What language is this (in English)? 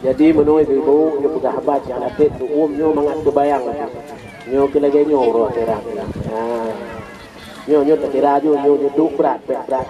Achinese